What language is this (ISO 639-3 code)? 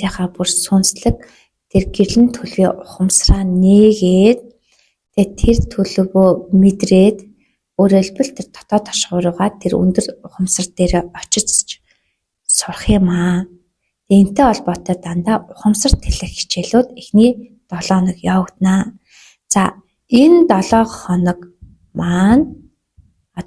mon